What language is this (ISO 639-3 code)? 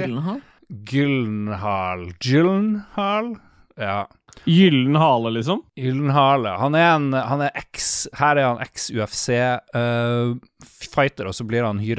nor